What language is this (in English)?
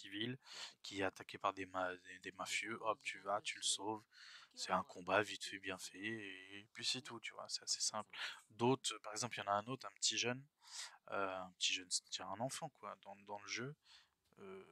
French